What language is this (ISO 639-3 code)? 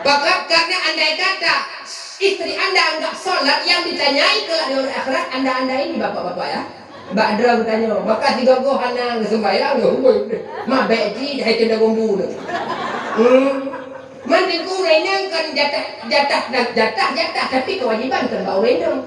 ace